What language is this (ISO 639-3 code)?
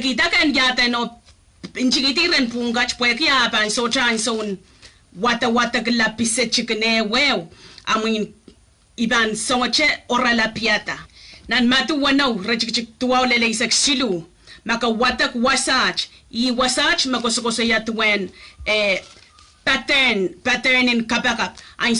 pon